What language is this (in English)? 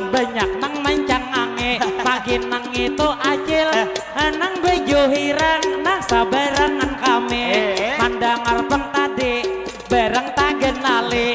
Banjar